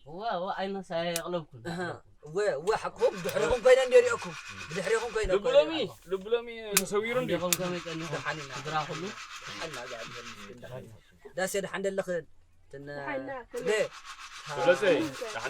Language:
Tigrinya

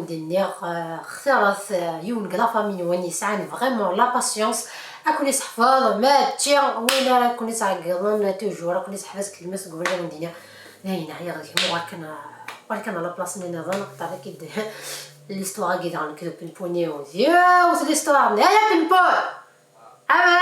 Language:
Kabyle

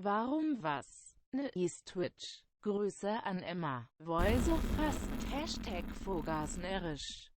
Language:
Bavarian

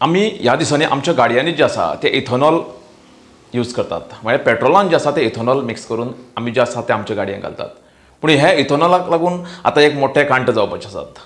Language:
Konkani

